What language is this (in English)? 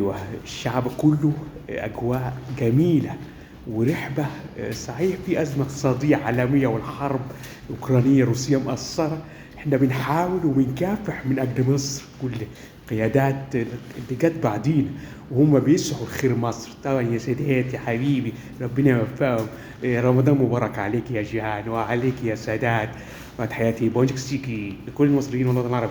Egyptian Arabic